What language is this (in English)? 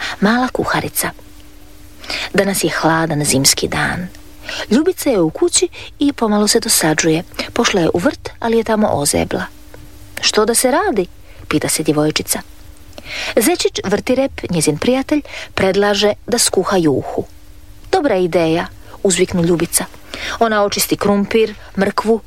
Croatian